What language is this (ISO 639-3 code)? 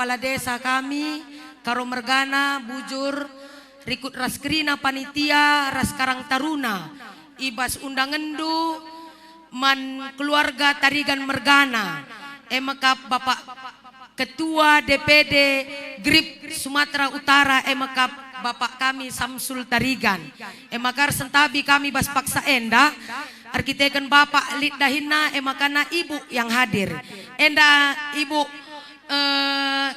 btx